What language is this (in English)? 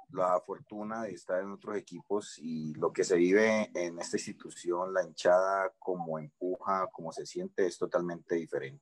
Spanish